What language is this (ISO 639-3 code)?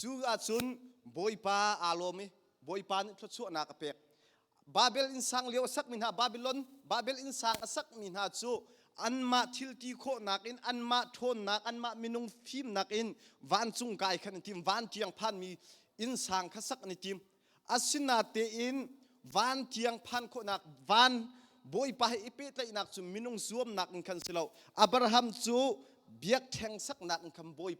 cnh